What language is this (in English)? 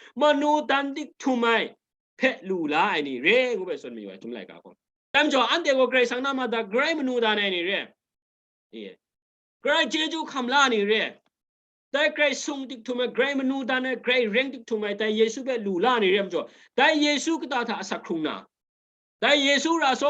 Kachin